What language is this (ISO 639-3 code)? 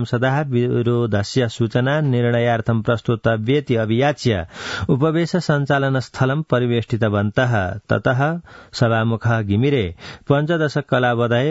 san